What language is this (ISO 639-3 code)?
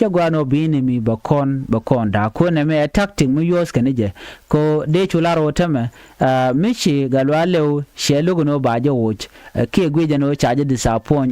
nus